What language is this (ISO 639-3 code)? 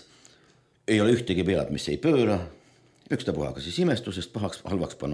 est